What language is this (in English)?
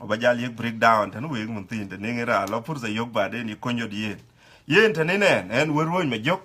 Dinka